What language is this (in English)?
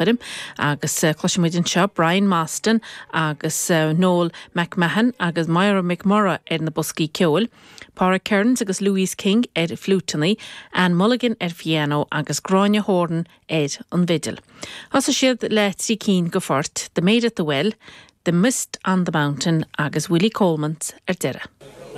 Irish